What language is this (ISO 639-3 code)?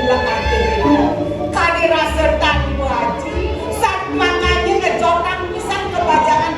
ban